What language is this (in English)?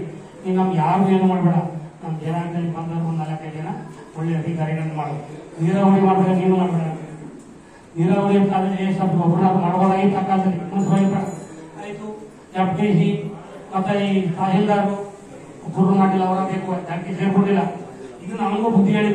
Kannada